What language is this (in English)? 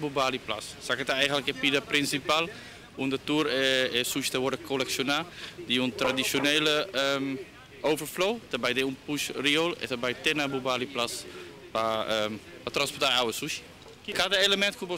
Papiamento